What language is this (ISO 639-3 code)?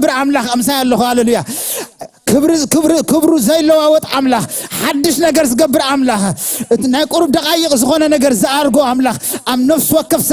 tir